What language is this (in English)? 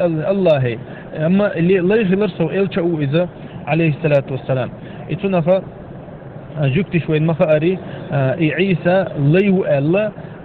Chechen